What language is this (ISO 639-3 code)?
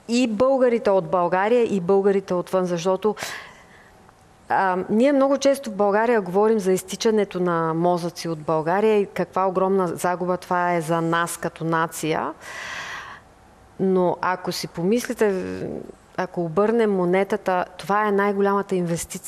bul